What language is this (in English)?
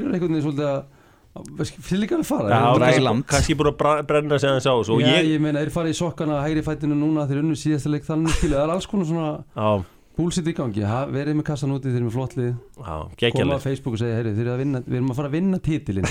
Icelandic